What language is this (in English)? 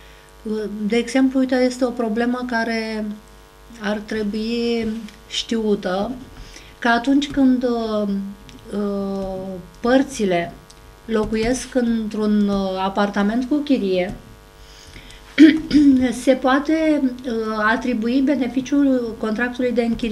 Romanian